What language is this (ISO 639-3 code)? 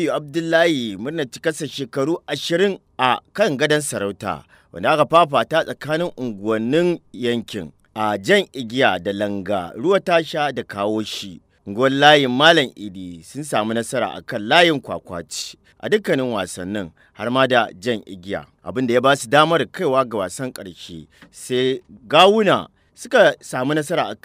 hau